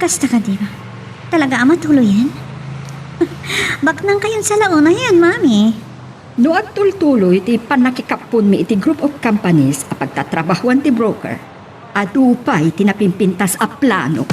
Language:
Iloko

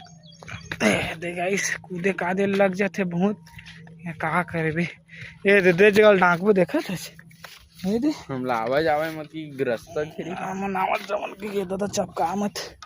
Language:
Chhattisgarhi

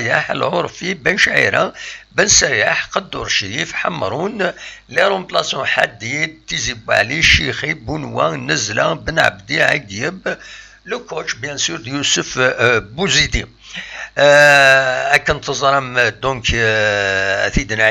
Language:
Kabyle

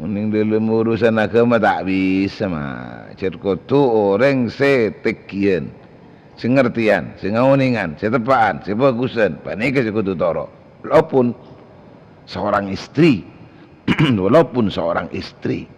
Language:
Madurese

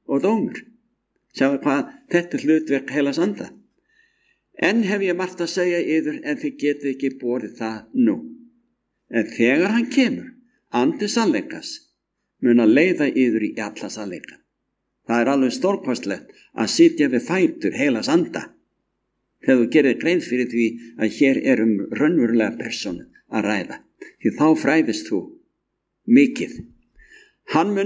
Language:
Icelandic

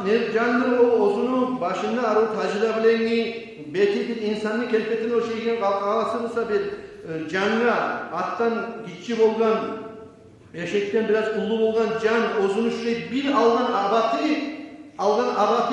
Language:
Kumyk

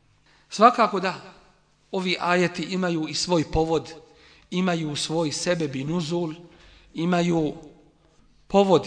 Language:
Bosnian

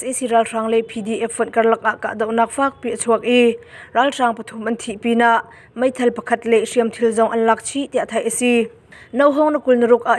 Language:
Hakha Chin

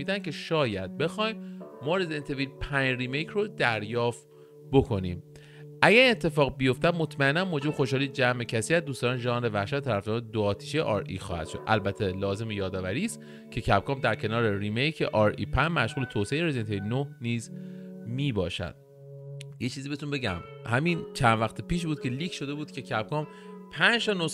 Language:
Persian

